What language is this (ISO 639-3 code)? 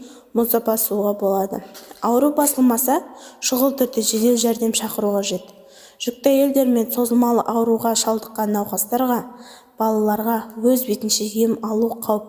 kaz